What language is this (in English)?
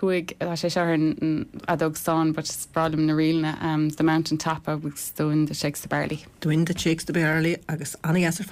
Irish